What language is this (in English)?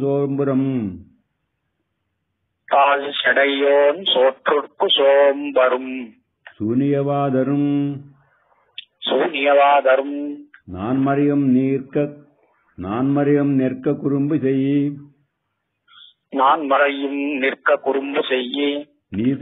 Tamil